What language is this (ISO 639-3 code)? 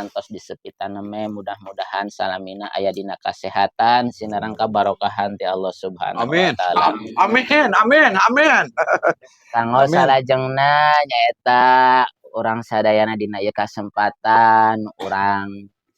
sun